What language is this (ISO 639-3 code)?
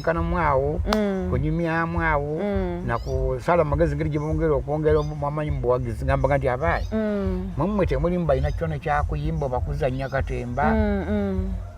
lug